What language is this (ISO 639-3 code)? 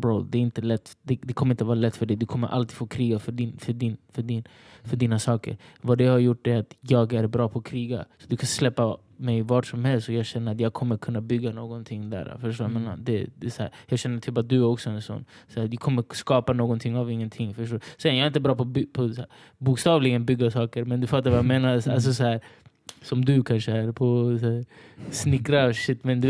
swe